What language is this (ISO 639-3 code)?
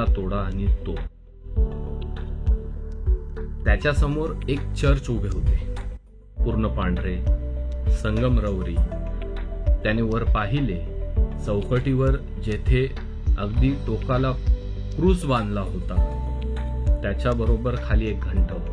mar